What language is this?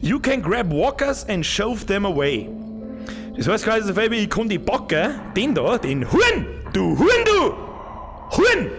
Bavarian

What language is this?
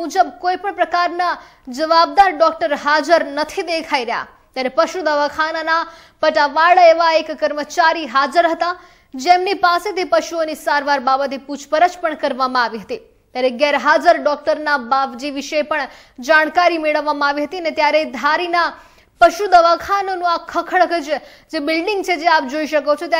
Gujarati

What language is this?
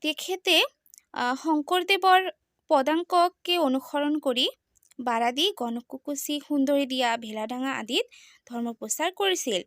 Assamese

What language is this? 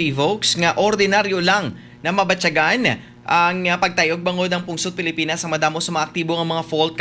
Hiligaynon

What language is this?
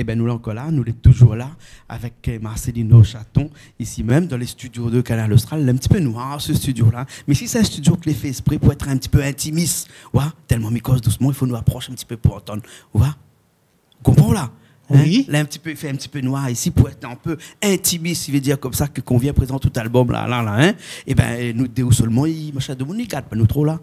Réunion Creole French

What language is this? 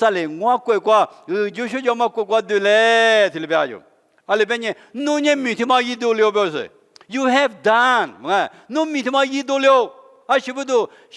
Lisu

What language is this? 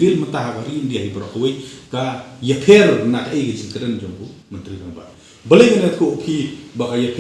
Khasi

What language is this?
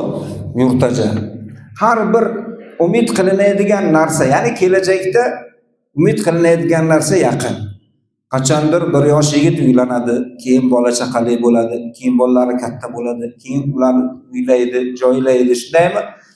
Uzbek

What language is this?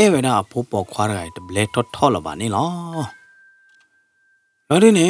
S'gaw Karen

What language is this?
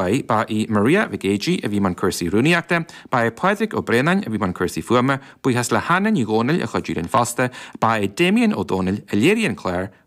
Irish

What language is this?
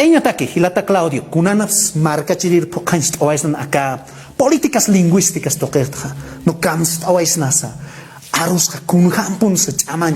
Aymara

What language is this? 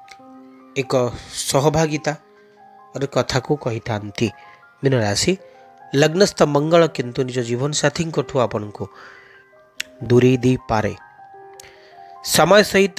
Odia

